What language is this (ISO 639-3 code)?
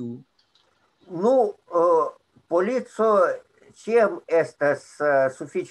epo